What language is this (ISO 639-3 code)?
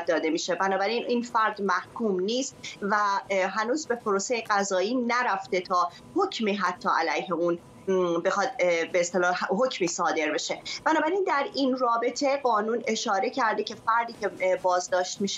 fas